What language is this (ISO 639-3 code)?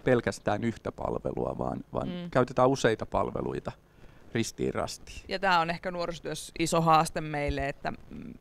fin